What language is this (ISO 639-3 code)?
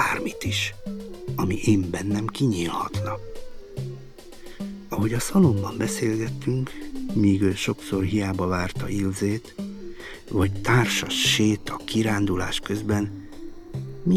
hun